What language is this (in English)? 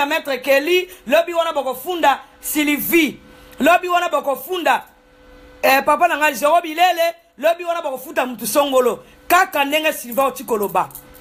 Lingala